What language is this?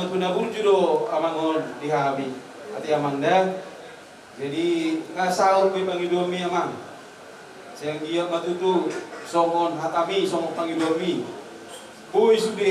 Batak Toba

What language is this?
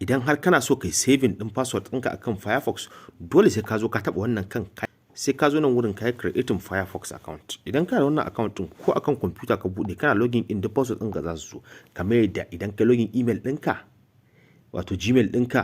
Hausa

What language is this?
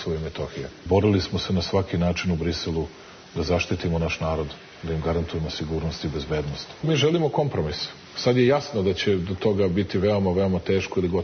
Serbian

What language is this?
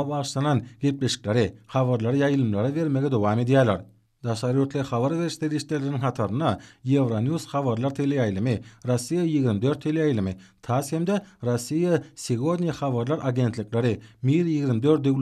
Turkmen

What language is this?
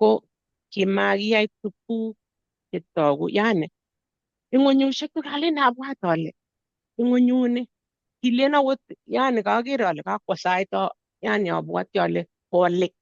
Kalenjin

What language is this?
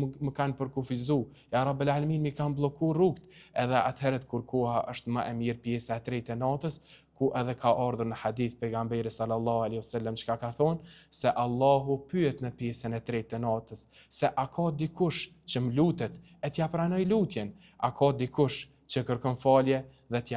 Albanian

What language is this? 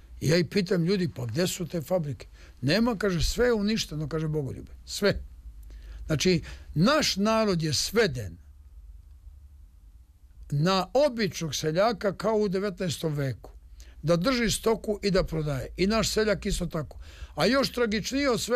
Serbian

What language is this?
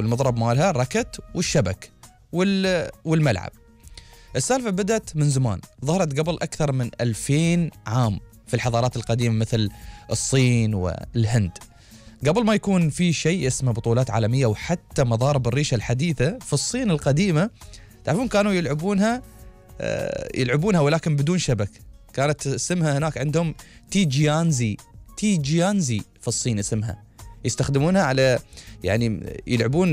Gulf Arabic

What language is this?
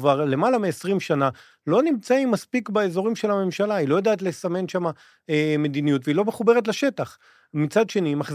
Hebrew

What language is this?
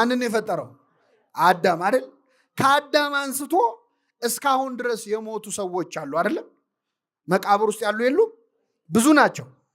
Amharic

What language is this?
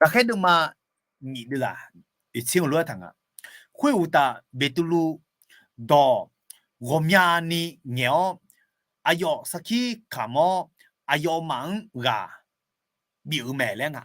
Akha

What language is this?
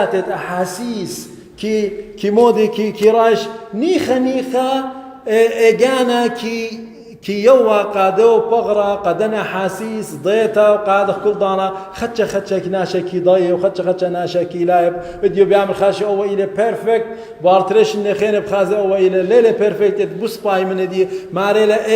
Assyrian Neo-Aramaic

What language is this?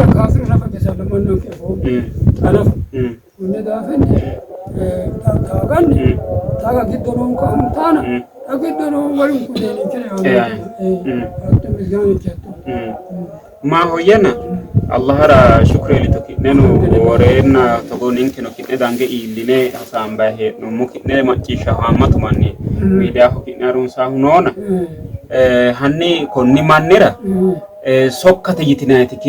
Sidamo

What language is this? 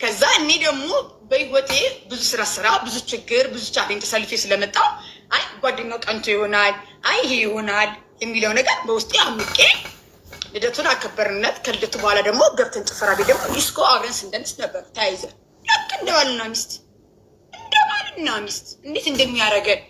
Amharic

